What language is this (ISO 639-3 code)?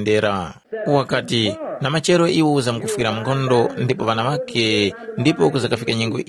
tum